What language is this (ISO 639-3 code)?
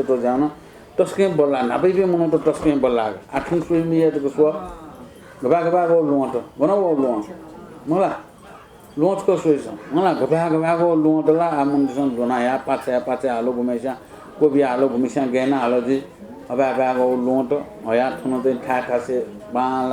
new